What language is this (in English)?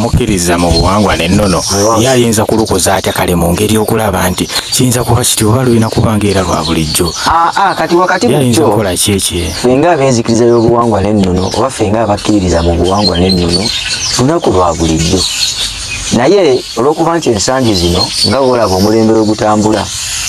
Ganda